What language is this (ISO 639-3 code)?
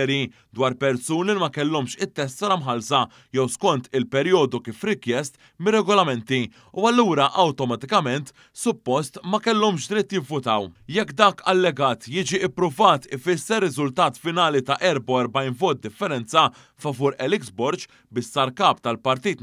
mlt